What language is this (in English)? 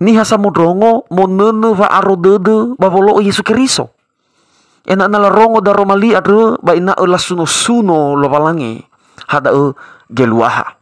Nias